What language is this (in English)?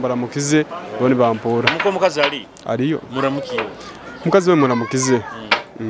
Nyoro